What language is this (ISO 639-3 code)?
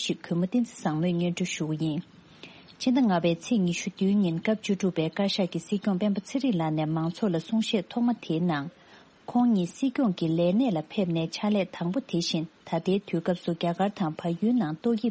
bod